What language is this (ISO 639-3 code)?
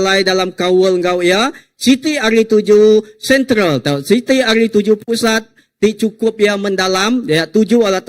iba